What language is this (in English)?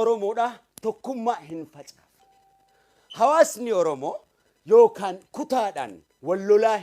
Oromo